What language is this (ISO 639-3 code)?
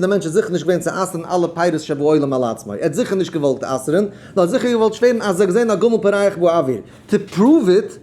yid